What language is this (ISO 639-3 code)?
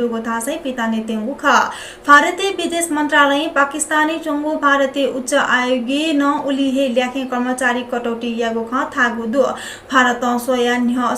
new